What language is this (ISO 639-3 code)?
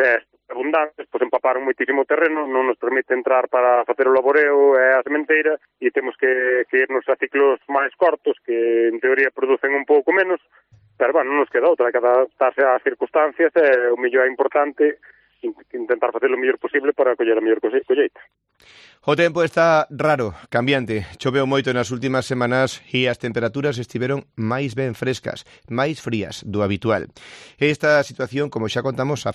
glg